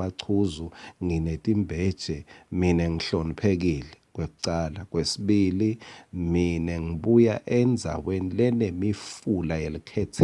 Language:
Swati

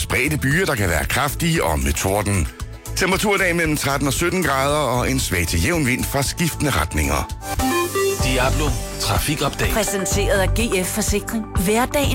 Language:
Danish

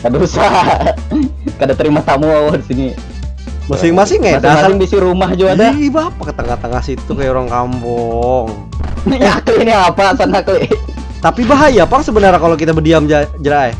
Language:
Banjar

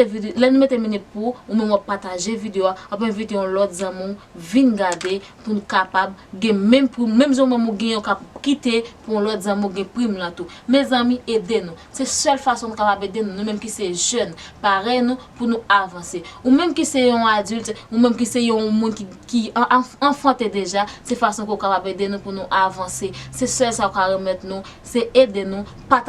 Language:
Haitian Creole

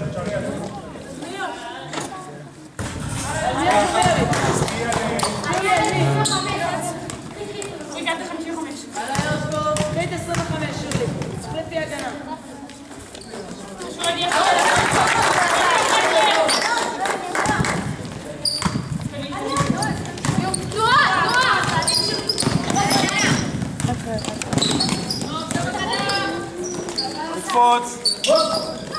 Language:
Hebrew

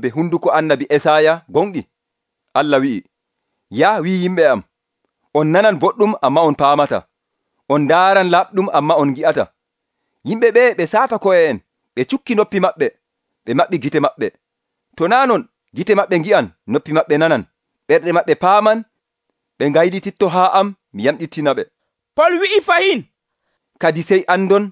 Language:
Nigerian Fulfulde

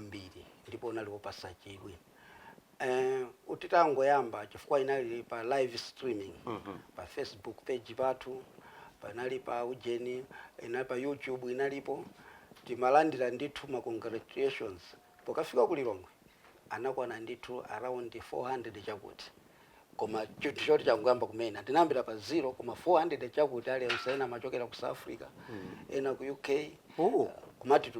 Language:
Nyanja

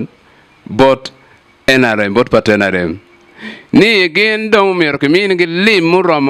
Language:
Acoli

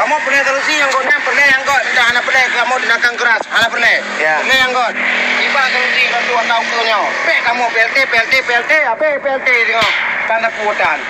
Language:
Achinese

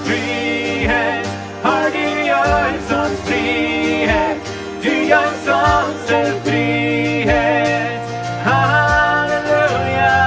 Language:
Plautdietsch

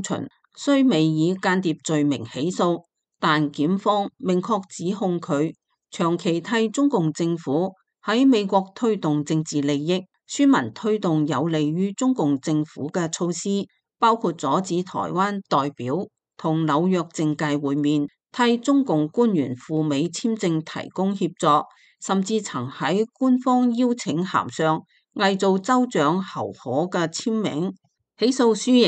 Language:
Cantonese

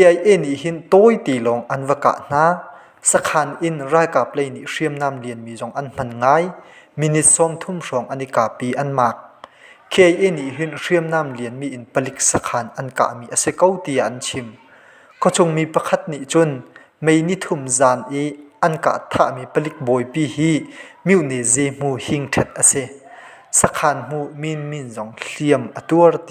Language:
Hakha Chin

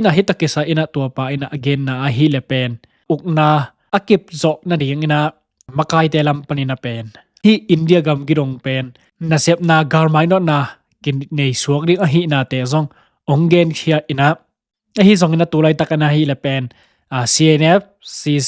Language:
Tedim Chin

